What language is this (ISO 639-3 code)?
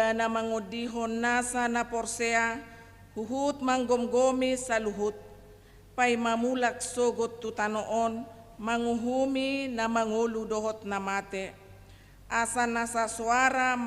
bbc